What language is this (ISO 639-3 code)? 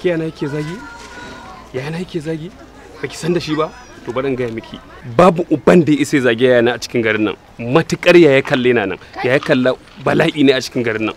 hau